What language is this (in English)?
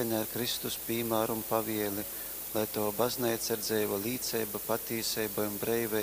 Latgalian